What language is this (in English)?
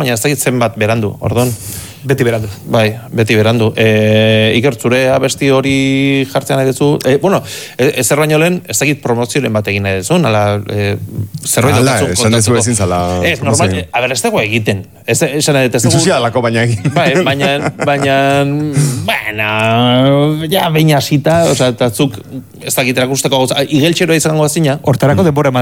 Basque